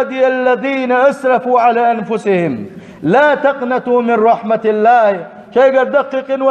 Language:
Chechen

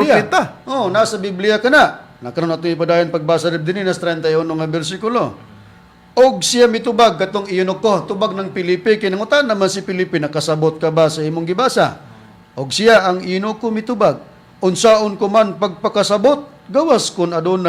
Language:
Cebuano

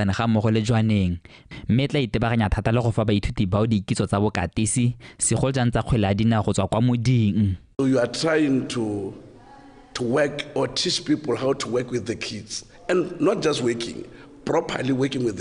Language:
Tswana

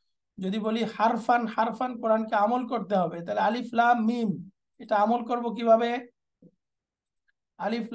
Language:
Bangla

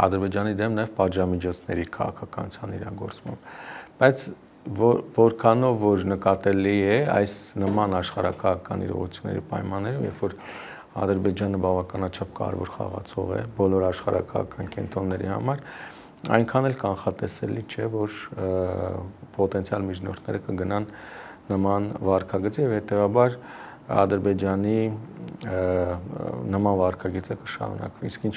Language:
Armenian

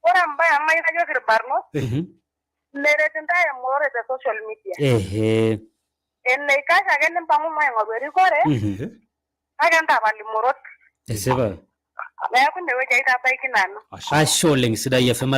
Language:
Masai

